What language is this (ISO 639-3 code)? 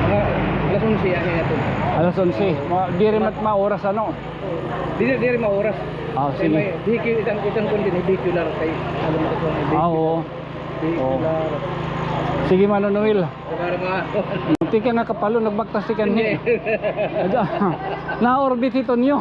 war